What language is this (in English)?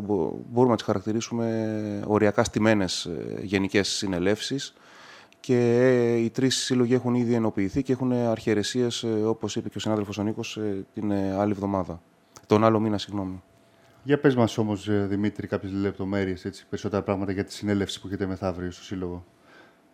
Greek